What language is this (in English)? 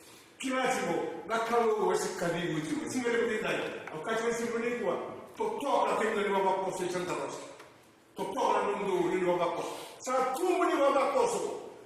Fijian